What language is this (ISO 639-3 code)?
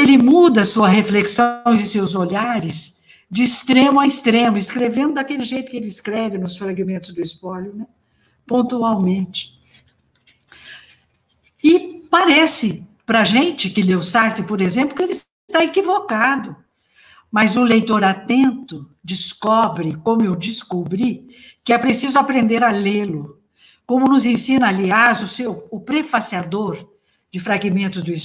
por